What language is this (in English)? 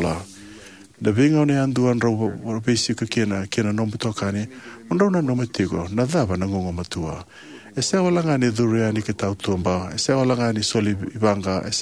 Fijian